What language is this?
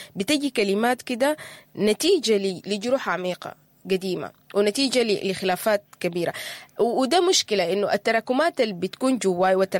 Sudanese Arabic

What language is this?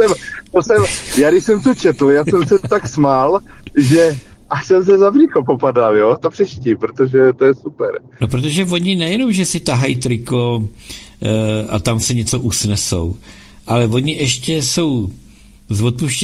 Czech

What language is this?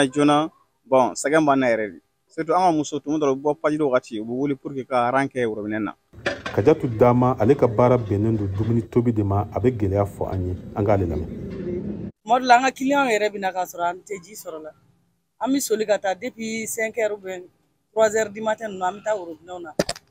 Bambara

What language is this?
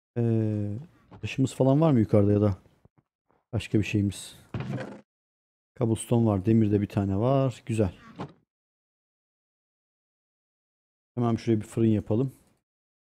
Turkish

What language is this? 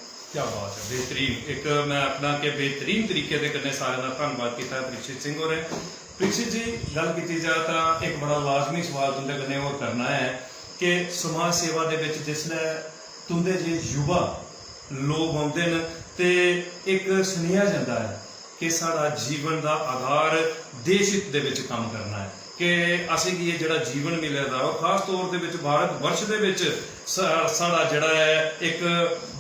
Dogri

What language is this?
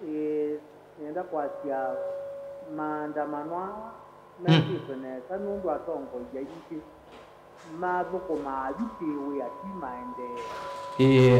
Kamba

